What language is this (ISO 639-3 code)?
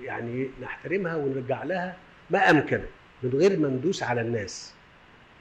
arz